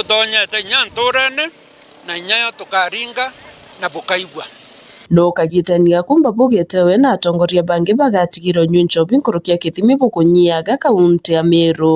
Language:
Meru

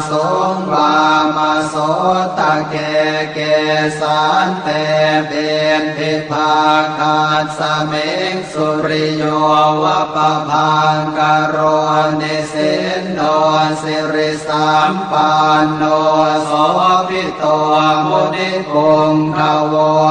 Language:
Pali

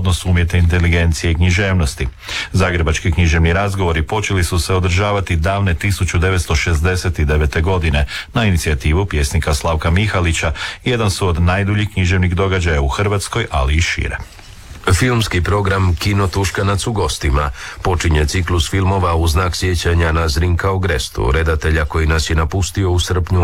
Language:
Croatian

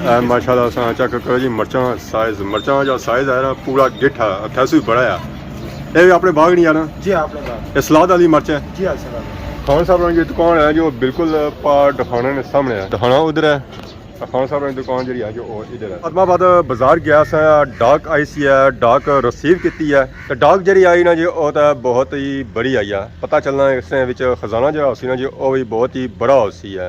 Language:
Pahari-Potwari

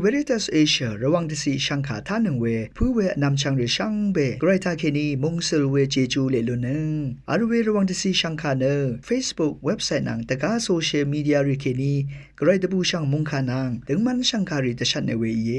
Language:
Rawang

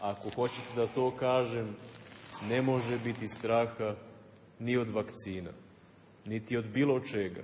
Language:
Serbian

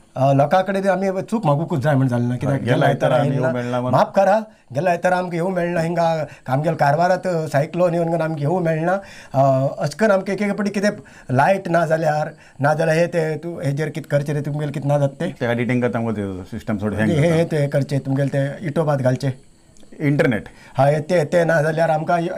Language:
Konkani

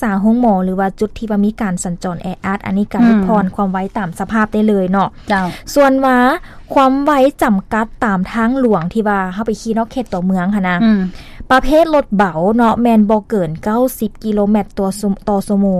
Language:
Lao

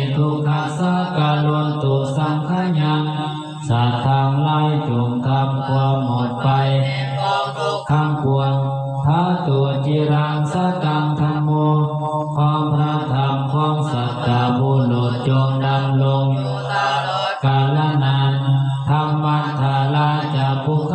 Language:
Pali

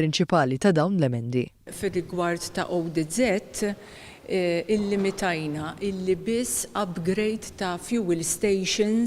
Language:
Maltese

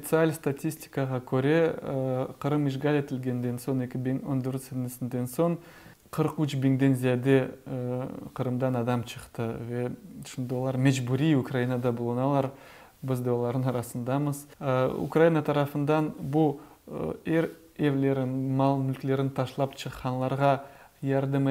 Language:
Crimean Tatar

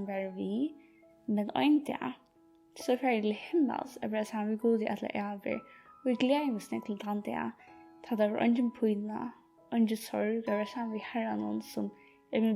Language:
Faroese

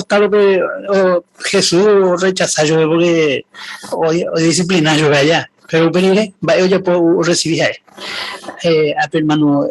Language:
Guarani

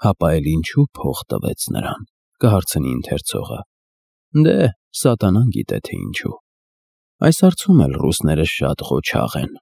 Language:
Armenian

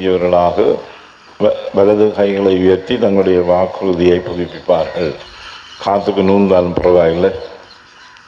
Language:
Tamil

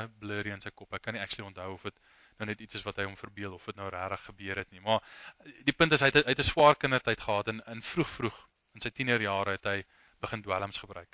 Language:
Afrikaans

